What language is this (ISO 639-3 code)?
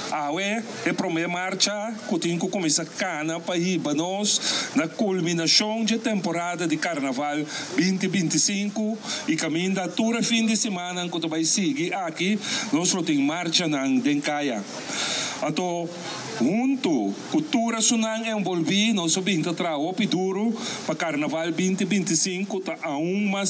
pap